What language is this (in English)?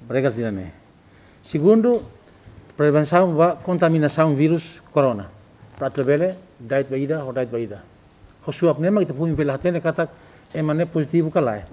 Tetum